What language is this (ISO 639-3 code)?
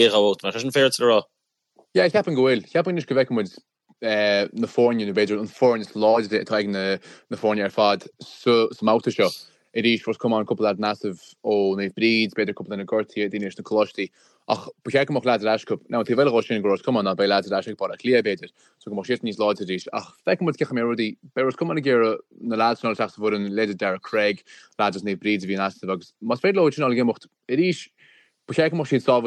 gle